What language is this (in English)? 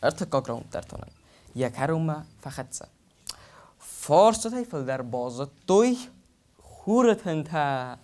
Ossetic